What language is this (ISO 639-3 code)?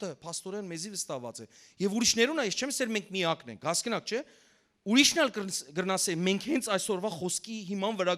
hyw